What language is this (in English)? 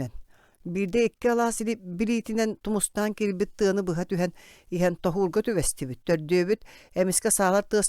Yakut